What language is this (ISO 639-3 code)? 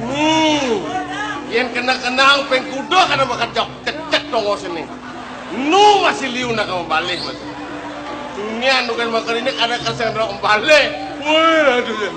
ban